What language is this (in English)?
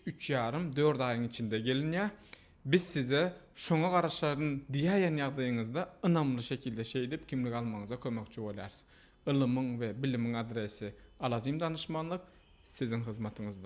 Turkmen